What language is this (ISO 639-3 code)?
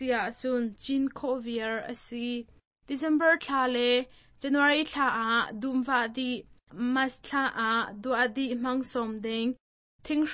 cnh